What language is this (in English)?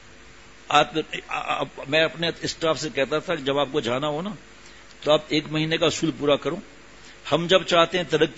Urdu